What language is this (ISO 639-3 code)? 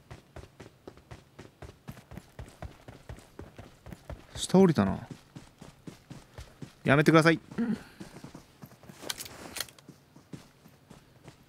jpn